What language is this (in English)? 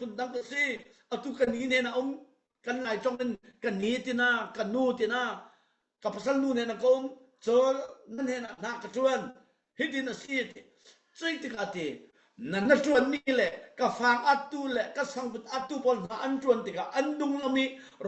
Falam Chin